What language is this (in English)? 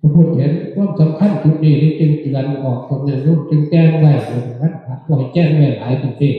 Northeastern Thai